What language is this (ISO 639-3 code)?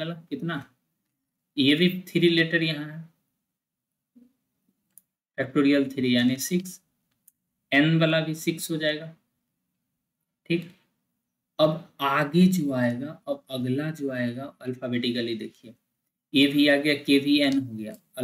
hin